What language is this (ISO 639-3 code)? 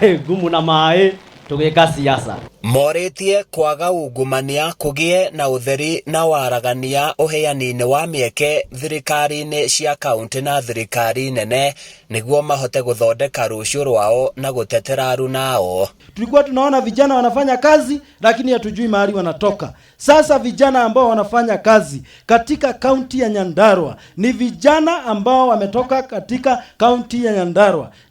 kik